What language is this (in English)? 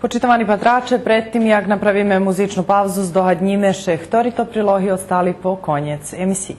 Rusyn